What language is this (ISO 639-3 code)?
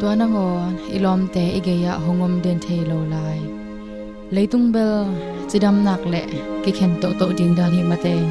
ctd